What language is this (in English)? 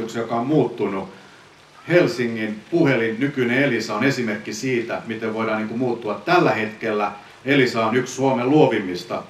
Finnish